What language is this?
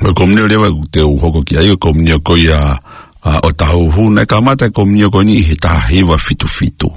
Tongan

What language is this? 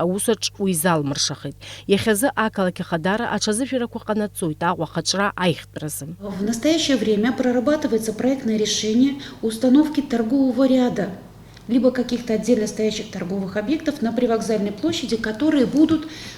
Abkhazian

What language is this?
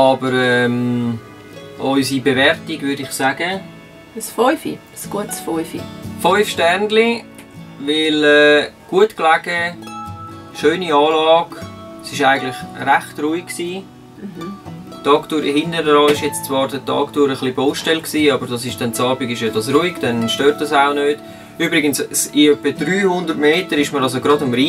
Swiss German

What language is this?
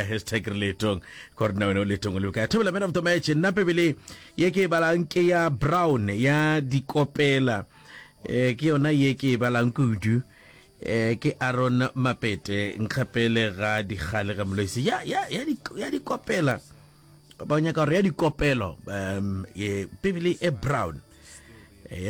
Northern Sotho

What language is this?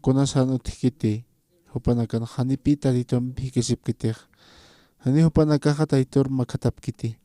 Aymara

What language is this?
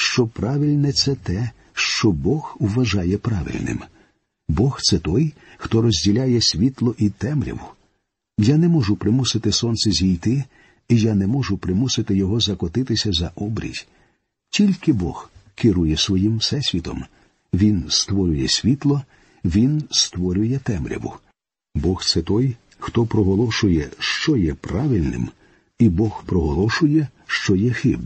Ukrainian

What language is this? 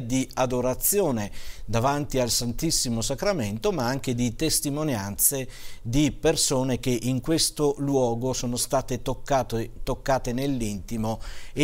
Italian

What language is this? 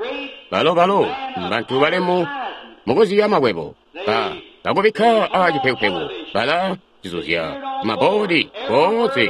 Tonga (Zambia)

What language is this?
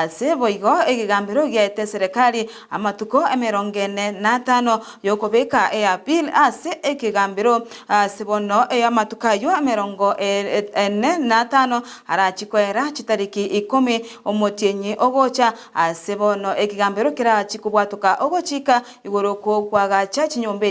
Gusii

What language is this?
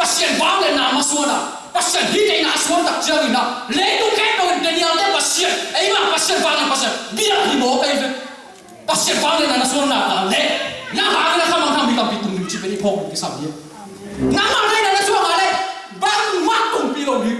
Tedim Chin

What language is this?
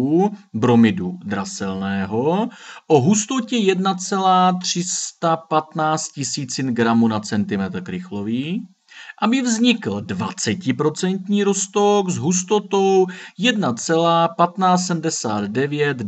Czech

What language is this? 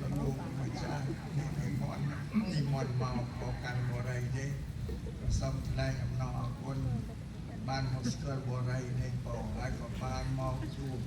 Khmer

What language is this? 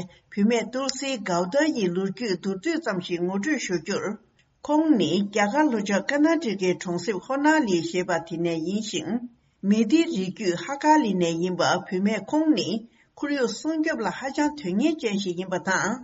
Tibetan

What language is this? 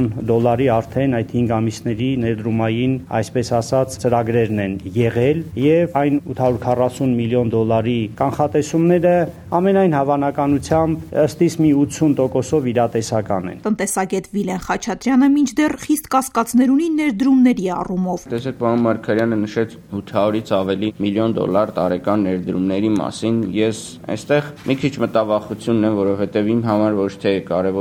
Armenian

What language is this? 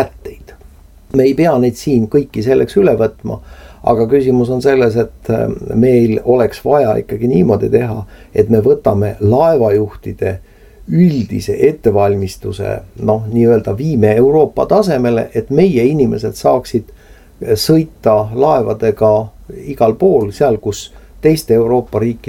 Estonian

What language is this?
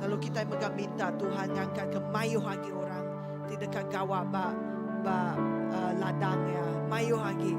Iban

